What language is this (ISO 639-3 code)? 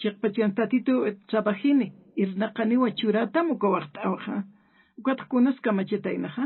aym